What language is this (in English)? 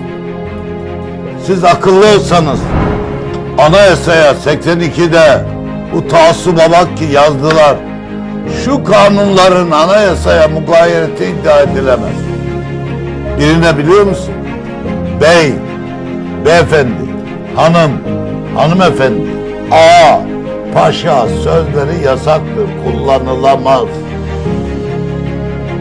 Turkish